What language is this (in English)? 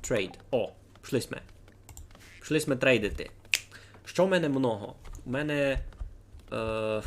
Rusyn